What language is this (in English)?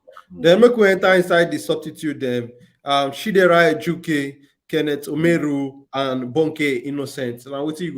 Nigerian Pidgin